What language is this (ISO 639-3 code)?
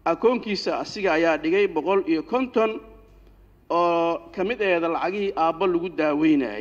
som